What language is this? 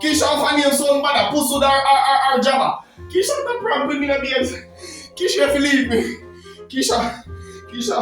Jamaican Creole English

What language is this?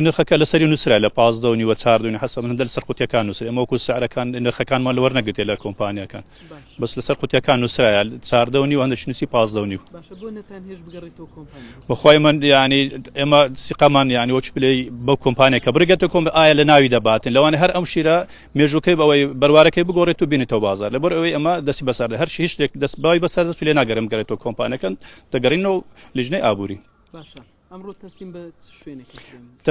Central Kurdish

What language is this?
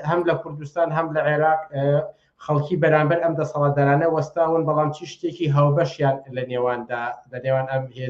Central Kurdish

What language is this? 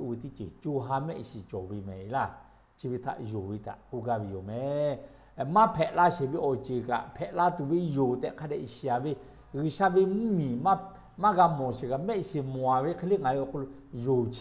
Lahu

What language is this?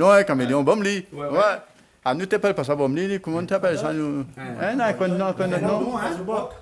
Réunion Creole French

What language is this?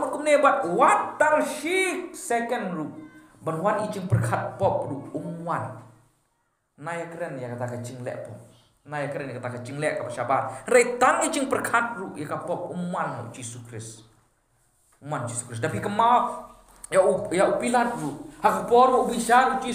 Khasi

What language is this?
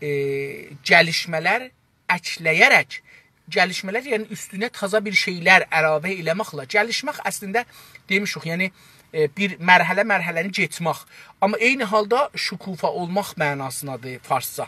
South Azerbaijani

